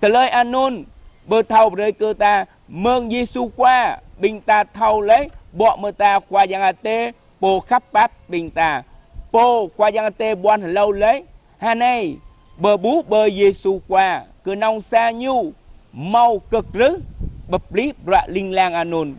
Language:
Jarai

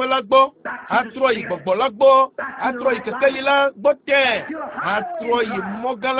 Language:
Ewe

